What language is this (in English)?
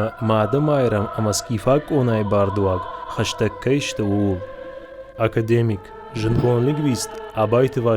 Ossetic